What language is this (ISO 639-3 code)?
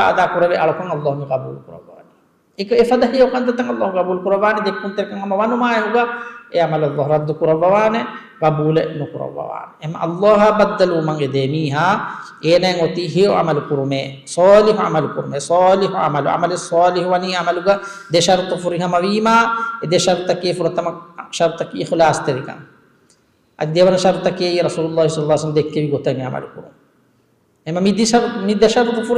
div